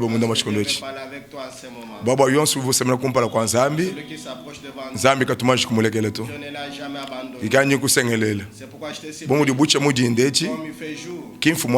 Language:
Luba-Lulua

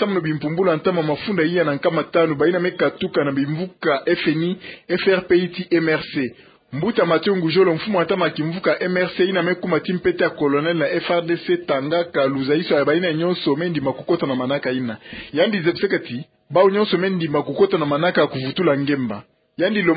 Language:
Kituba (Democratic Republic of Congo)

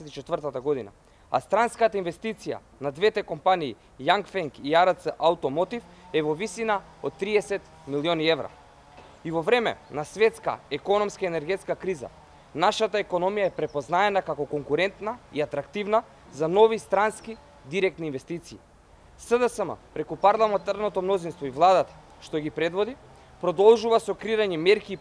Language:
Macedonian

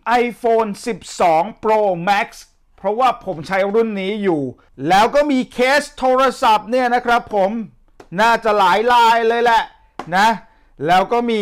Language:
Thai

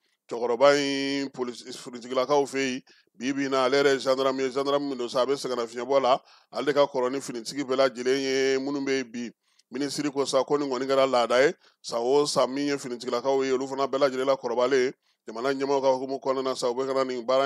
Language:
Bambara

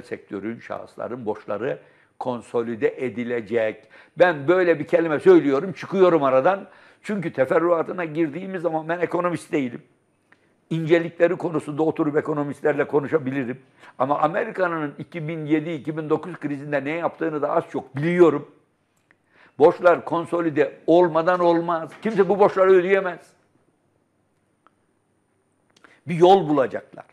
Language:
Turkish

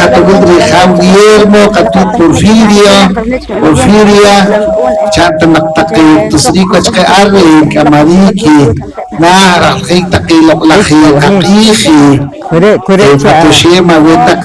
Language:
Poqomchi'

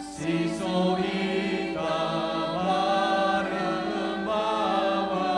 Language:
Nias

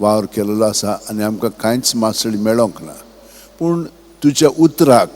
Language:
Konkani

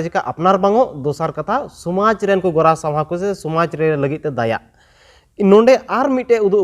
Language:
Santali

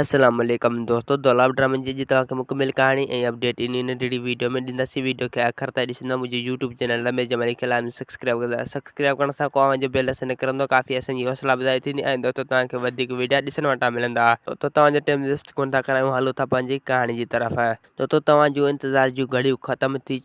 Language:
Sindhi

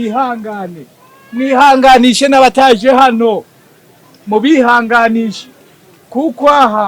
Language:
Rundi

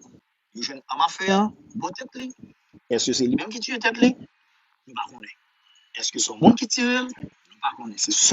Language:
Haitian Creole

